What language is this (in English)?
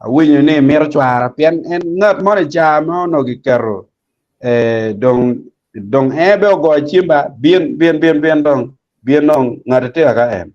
Acoli